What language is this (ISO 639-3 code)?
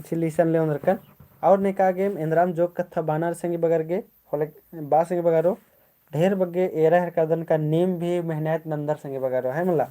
kru